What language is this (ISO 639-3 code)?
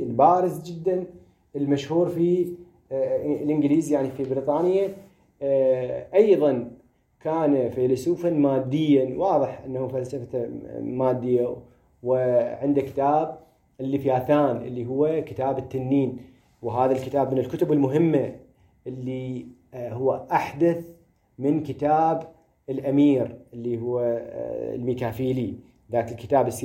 ary